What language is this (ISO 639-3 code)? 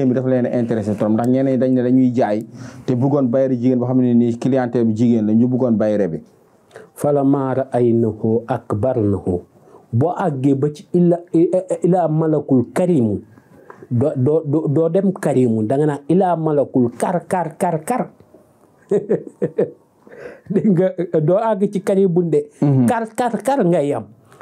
wol